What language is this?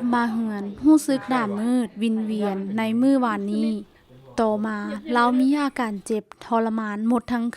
Lao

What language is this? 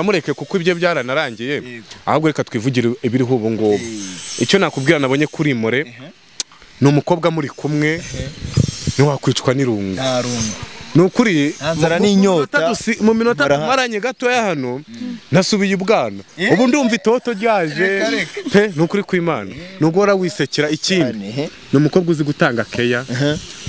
Kinyarwanda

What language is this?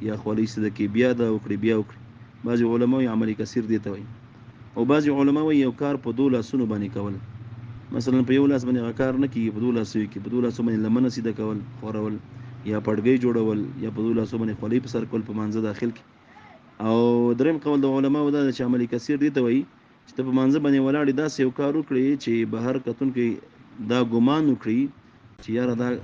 Pashto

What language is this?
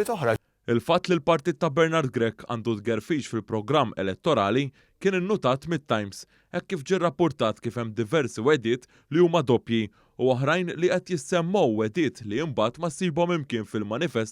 Maltese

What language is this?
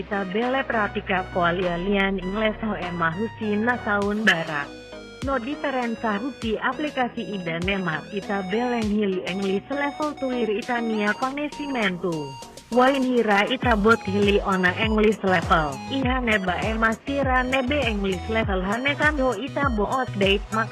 Tetum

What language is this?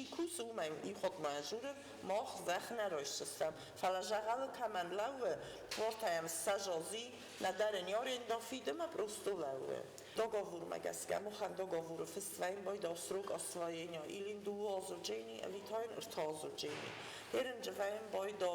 Ossetic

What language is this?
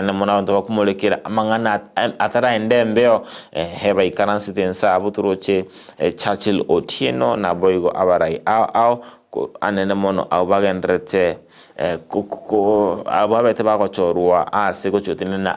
Gusii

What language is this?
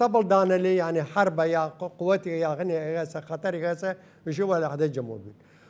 Southern Kurdish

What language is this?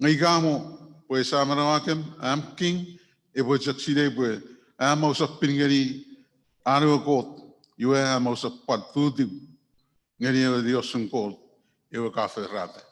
Chuukese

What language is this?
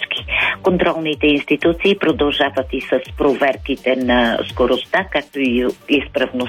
Bulgarian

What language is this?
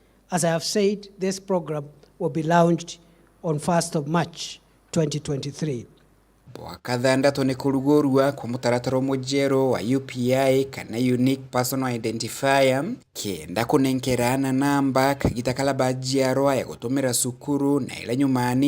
Meru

